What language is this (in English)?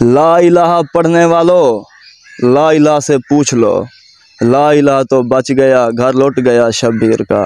Saraiki